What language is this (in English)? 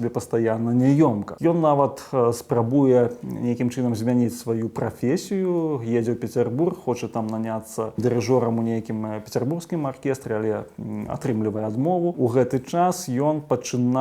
Belarusian